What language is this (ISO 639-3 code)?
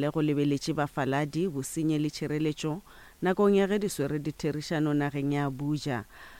nso